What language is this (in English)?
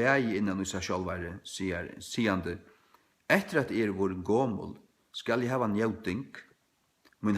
Faroese